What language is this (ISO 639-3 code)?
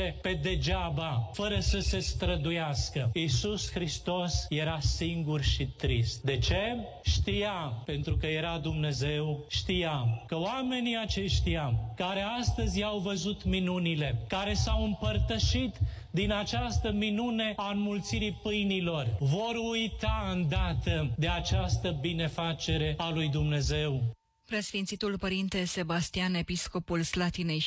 ron